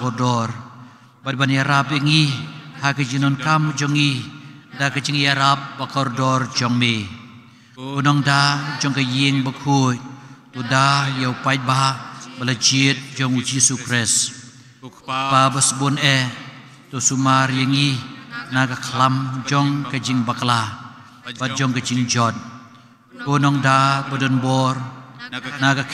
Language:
Khasi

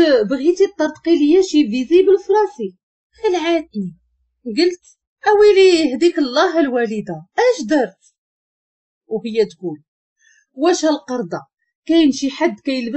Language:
Moroccan Arabic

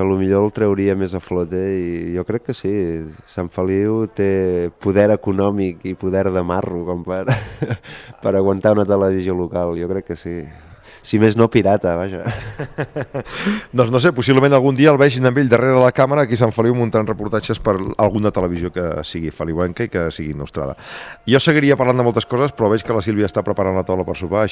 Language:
Catalan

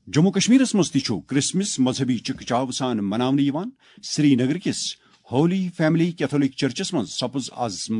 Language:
Kashmiri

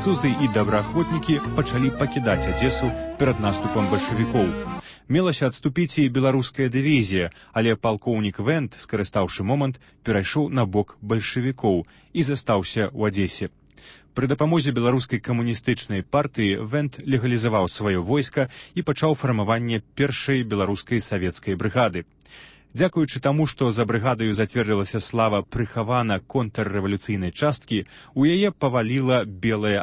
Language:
Belarusian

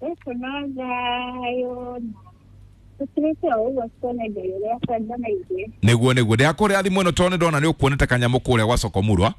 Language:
Kikuyu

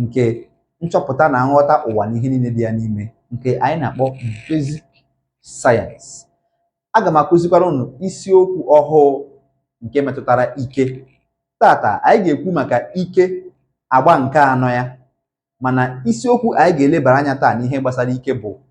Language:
Igbo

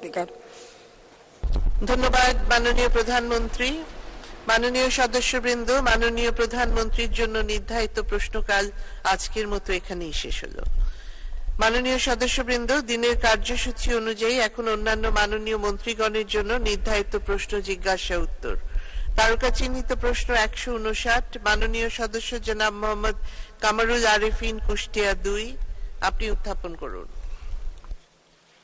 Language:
Bangla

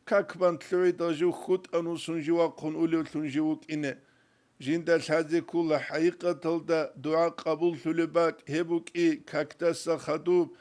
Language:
Avaric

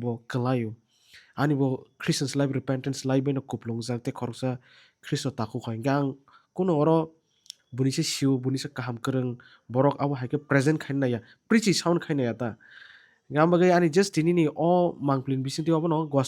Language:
Kok Borok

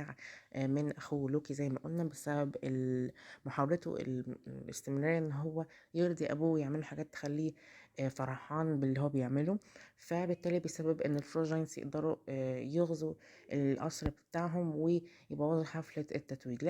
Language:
Egyptian Arabic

